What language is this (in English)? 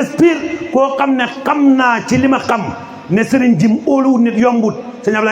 Wolof